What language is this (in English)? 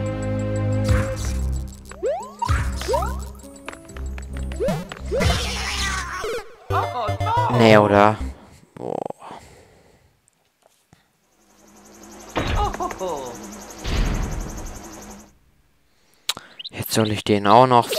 German